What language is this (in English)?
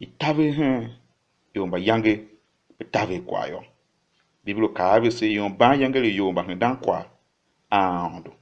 Tiv